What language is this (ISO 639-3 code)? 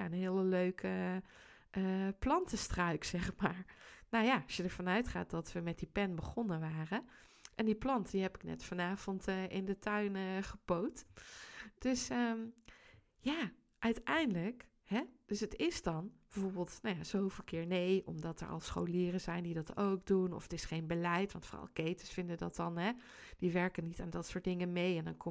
nld